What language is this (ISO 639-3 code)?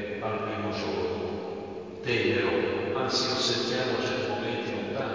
ita